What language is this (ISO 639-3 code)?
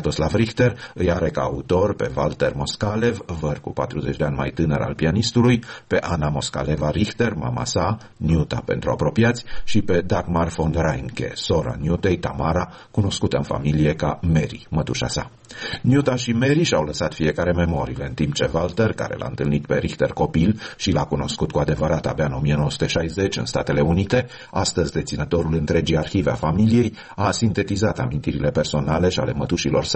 ron